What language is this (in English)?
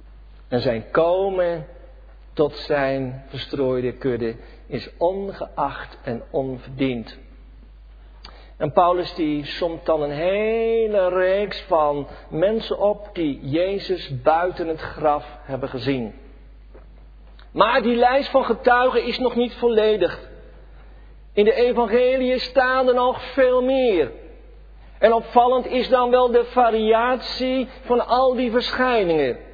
Dutch